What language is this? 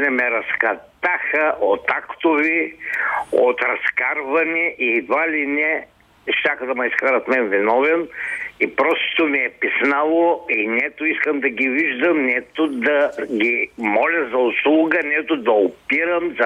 Bulgarian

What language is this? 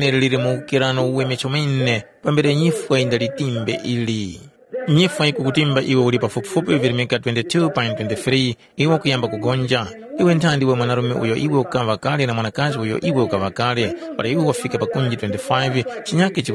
Tumbuka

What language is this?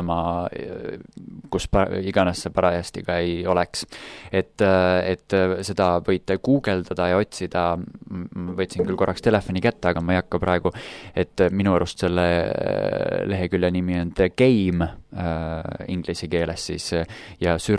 Estonian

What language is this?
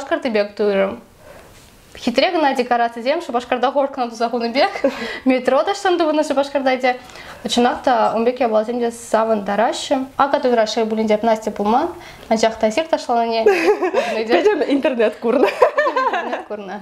Chuvash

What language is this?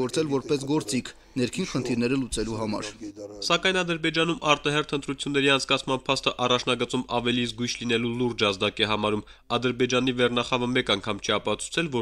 Armenian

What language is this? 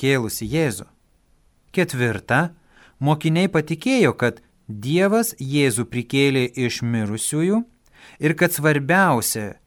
Lithuanian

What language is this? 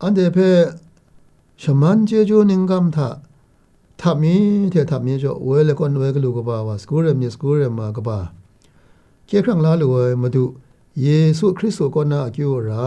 Kachin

